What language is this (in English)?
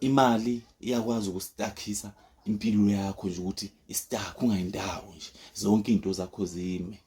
Zulu